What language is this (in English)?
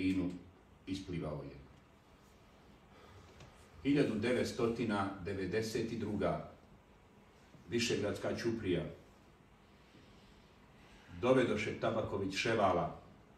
Bosnian